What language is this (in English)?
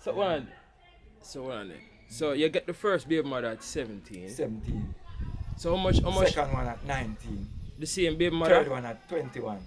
Jamaican Creole English